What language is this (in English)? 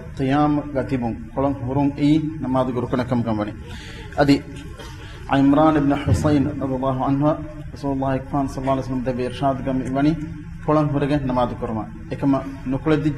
Divehi